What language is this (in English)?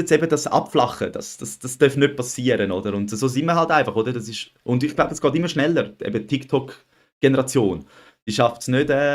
Swiss German